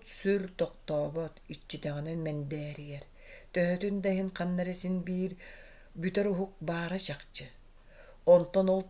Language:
Yakut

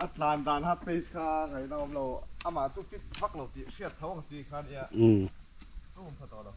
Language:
Mizo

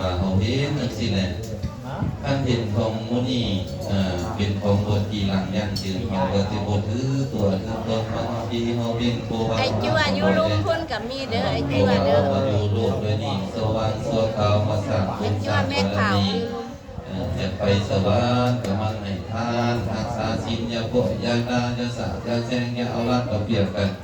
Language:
Lao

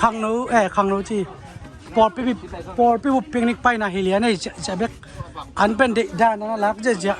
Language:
Tedim Chin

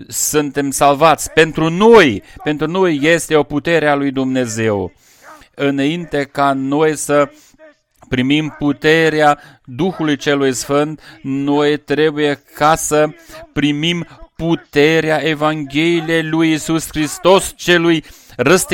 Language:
Romanian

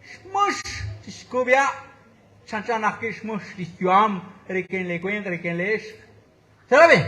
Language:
Kekchí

